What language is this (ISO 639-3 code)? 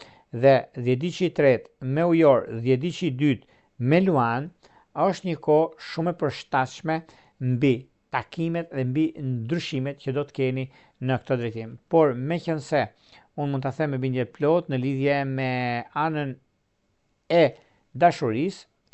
sqi